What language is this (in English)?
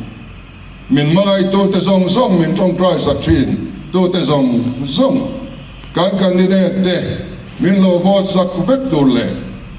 Mizo